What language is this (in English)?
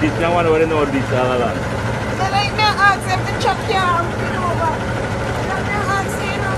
Jamaican Creole English